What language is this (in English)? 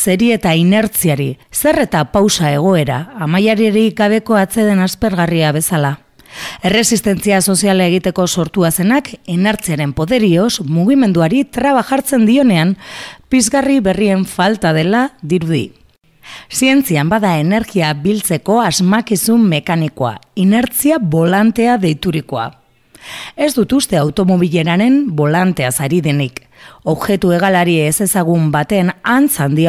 Basque